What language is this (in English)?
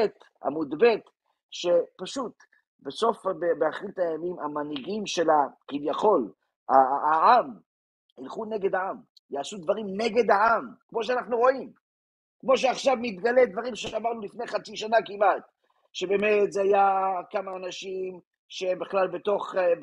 Hebrew